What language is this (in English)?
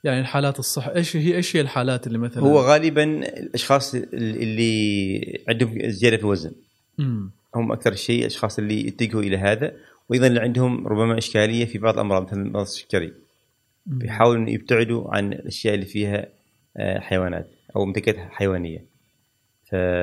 Gulf Arabic